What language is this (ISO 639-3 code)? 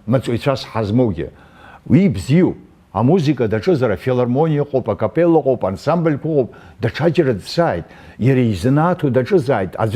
abk